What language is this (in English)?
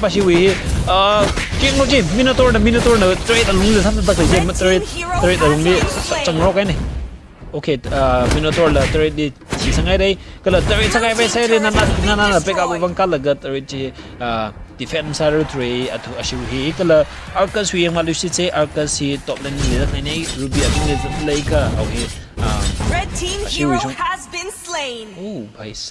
Tangkhul Naga (India)